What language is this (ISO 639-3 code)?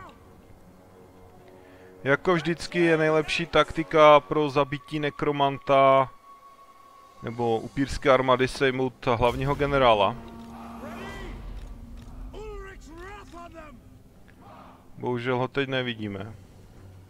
ces